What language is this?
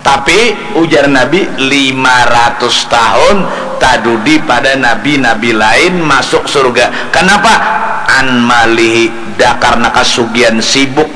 Banjar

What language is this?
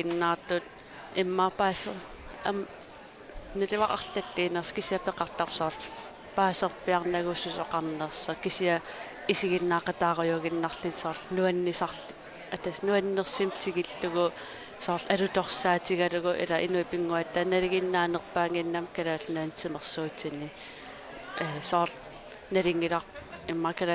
Kalaallisut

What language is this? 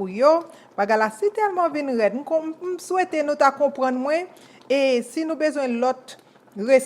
Haitian Creole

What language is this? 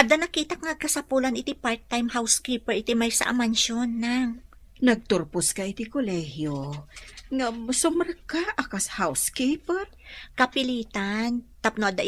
Iloko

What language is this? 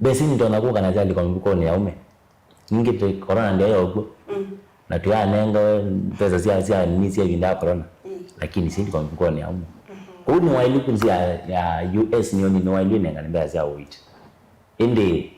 Kamba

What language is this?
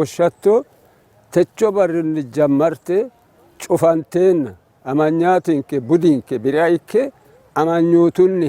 Sidamo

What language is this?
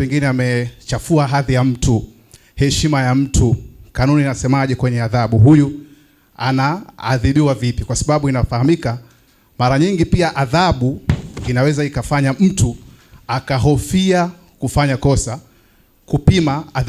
Swahili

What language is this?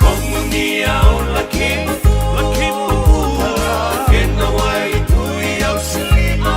Fijian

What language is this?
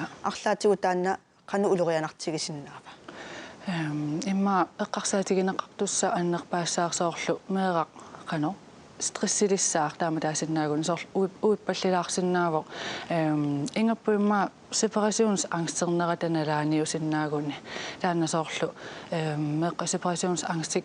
Kalaallisut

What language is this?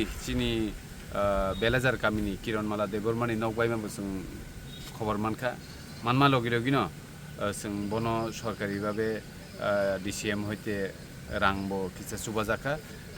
Kok Borok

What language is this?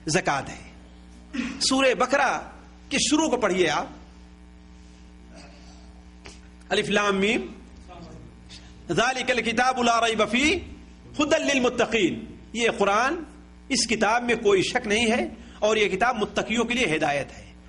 Urdu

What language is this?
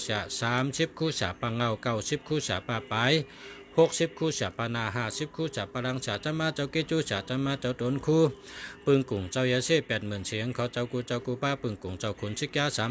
Shan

